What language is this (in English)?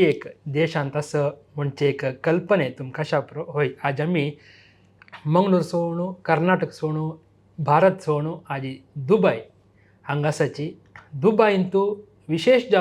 Konkani